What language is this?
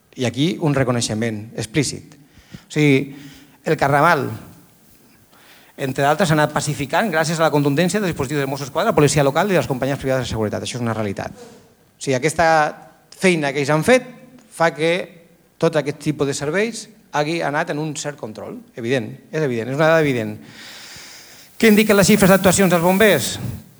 Catalan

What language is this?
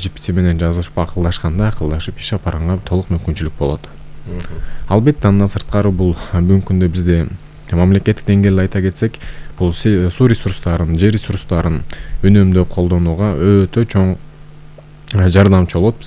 Kyrgyz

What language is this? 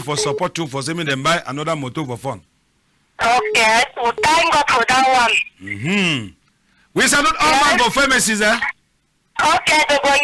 Cameroon Pidgin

